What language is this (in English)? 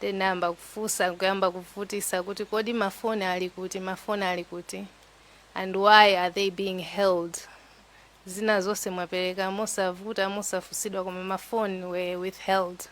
Nyanja